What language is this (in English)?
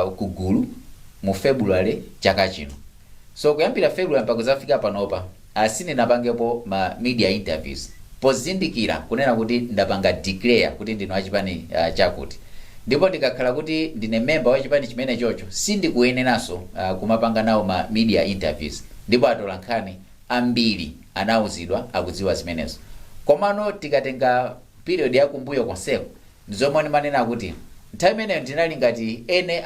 Nyanja